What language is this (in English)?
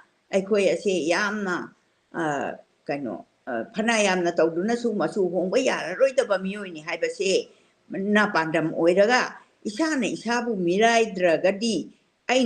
Manipuri